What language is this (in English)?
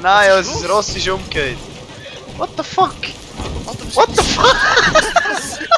Swiss German